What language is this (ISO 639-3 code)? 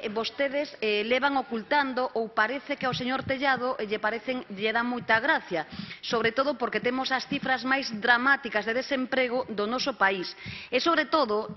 glg